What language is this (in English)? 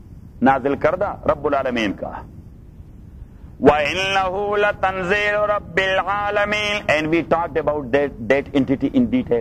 Urdu